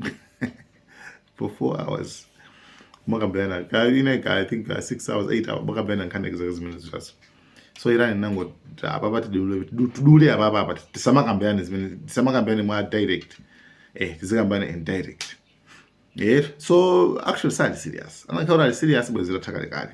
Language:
Nyanja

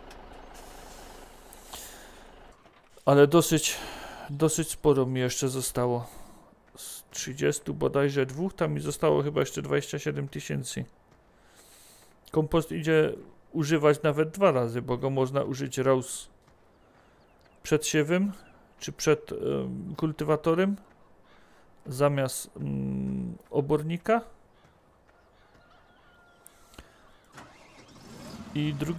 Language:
Polish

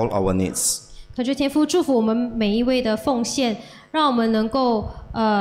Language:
Chinese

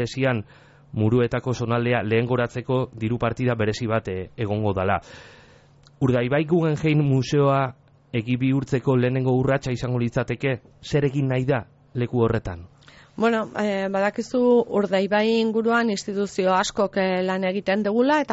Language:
Basque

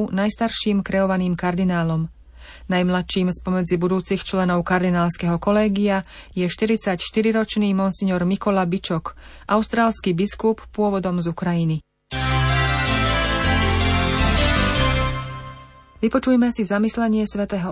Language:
Slovak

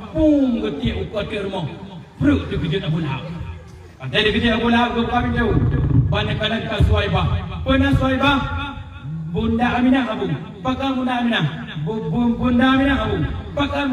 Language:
Achinese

